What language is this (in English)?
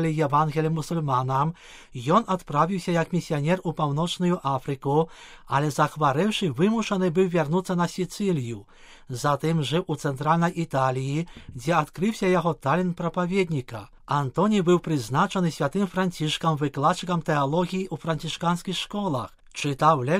Belarusian